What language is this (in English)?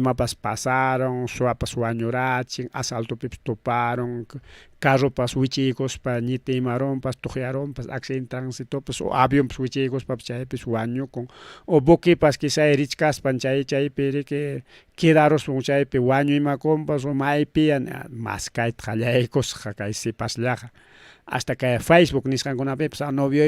Ayacucho Quechua